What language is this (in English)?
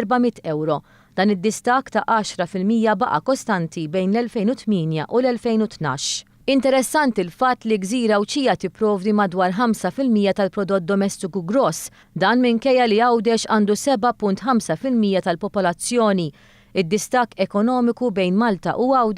Maltese